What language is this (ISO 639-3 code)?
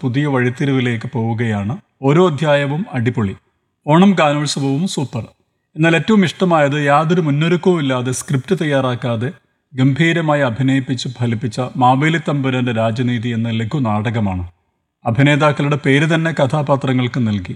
mal